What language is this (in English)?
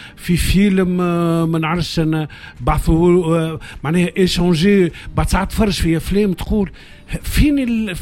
Tunisian Arabic